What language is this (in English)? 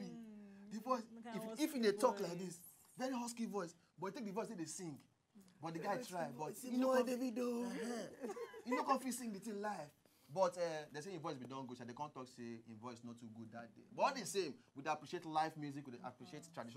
Nigerian Pidgin